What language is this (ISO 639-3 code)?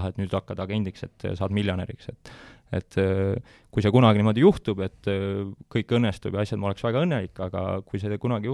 est